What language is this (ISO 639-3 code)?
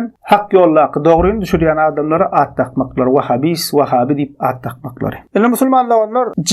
tuk